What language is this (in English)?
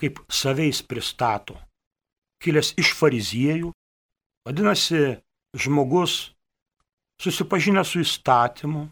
Lithuanian